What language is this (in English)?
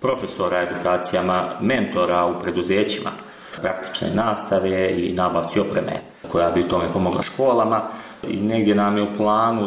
Bosnian